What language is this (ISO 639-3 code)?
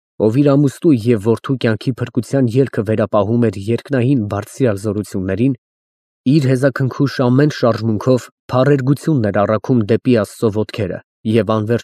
hye